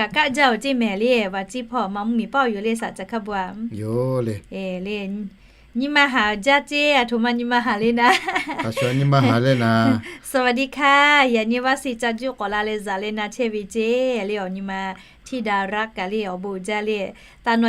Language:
Lahu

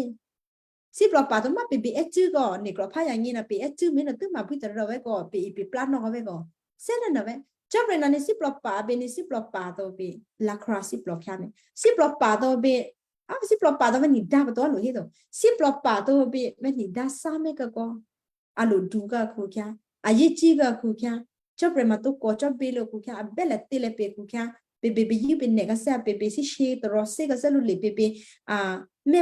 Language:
Western Kayah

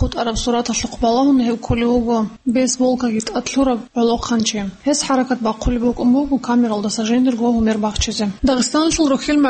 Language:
Avaric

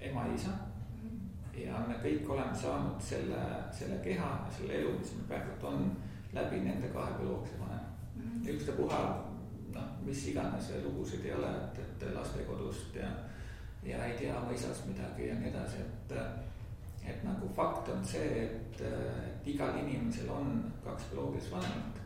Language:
Estonian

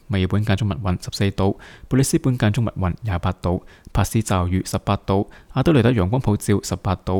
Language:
Cantonese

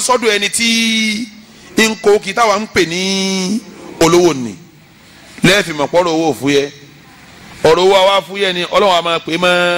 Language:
Yoruba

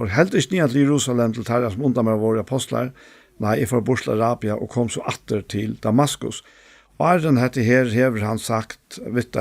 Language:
Faroese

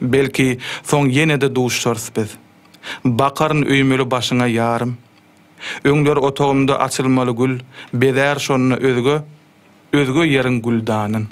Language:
Turkmen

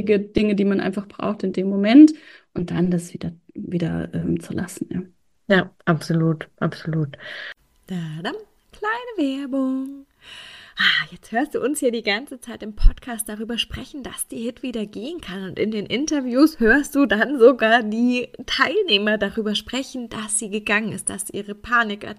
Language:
German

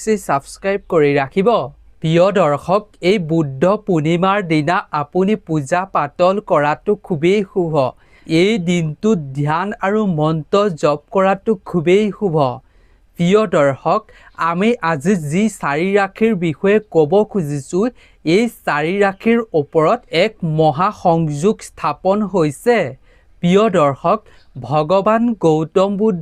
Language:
Assamese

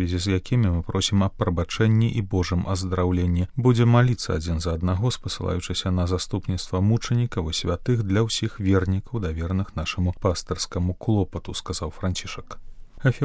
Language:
Belarusian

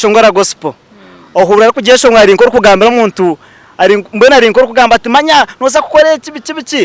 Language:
Nyankole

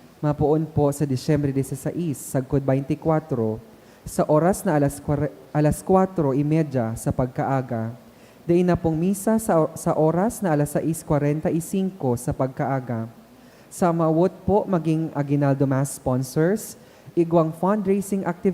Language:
Bikol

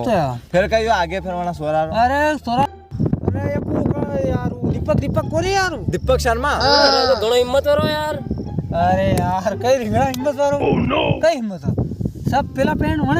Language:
Rajasthani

